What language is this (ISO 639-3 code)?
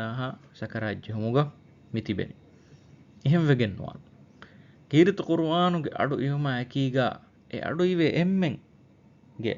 div